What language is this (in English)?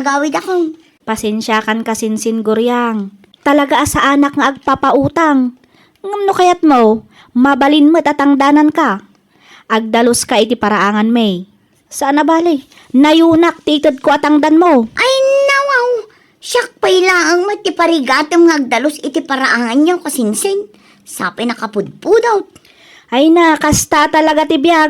Iloko